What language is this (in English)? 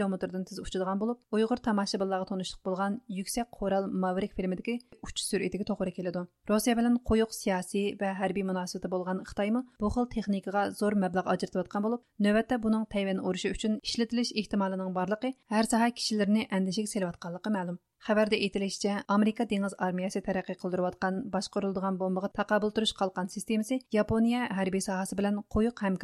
Uyghur